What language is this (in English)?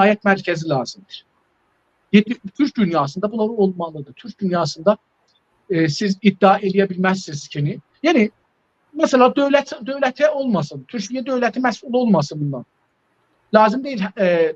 South Azerbaijani